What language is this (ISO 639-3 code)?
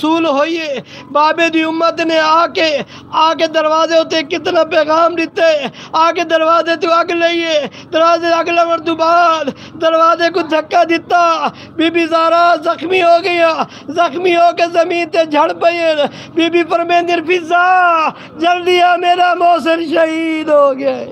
skr